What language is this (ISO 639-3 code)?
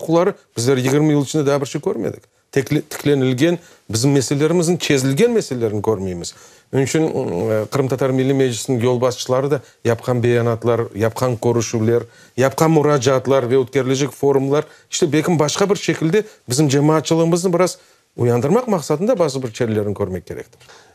crh